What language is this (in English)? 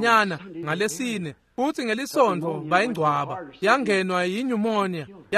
Swati